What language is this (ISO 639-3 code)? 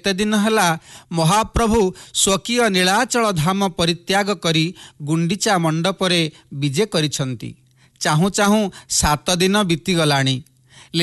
ori